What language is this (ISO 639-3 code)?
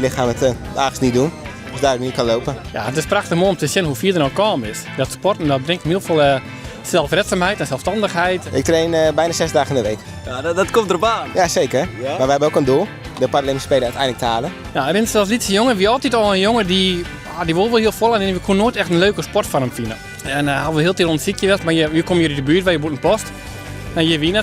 fry